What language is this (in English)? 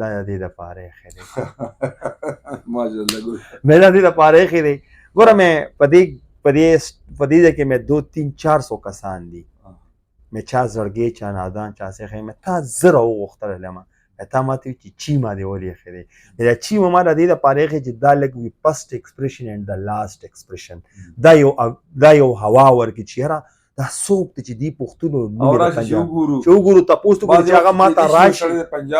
Pashto